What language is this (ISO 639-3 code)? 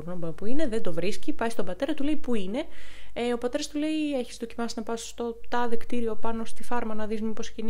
ell